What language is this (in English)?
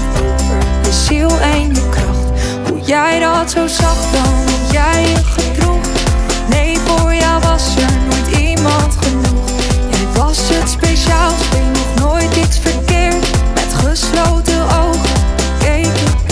Dutch